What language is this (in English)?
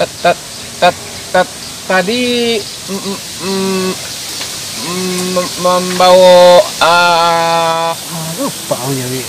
Minangkabau